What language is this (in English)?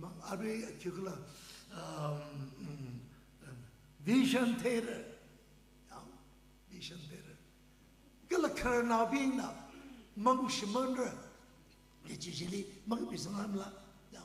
Tangkhul Naga (India)